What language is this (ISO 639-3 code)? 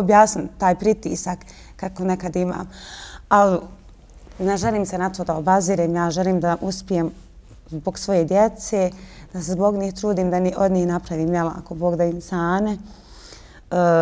bos